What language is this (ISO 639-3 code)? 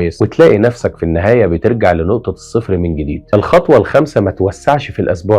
arz